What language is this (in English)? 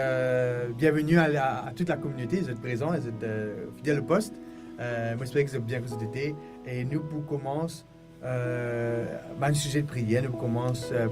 Morisyen